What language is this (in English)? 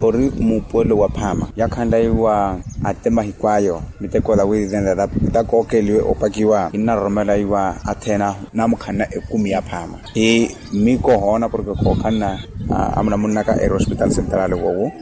Makhuwa